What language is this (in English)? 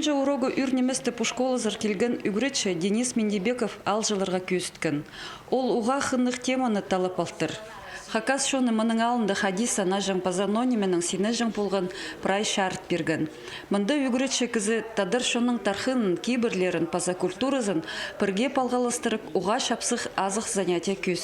Khakas